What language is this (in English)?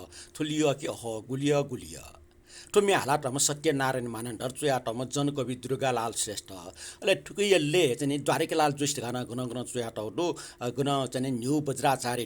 Newari